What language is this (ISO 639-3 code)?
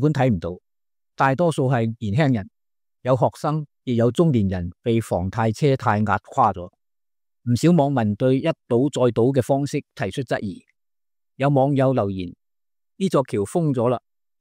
yue